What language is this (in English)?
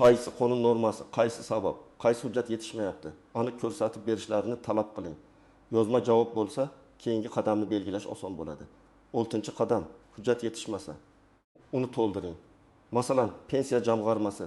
Uzbek